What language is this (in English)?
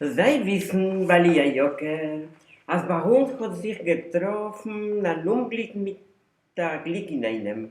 Yiddish